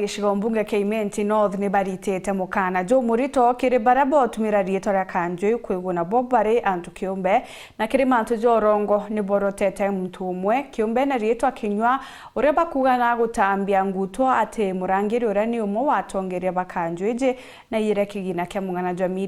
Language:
Meru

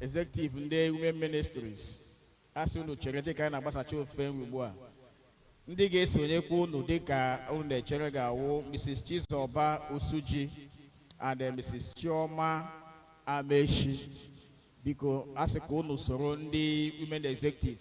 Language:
Igbo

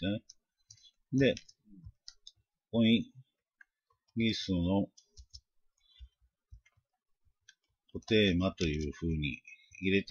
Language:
Japanese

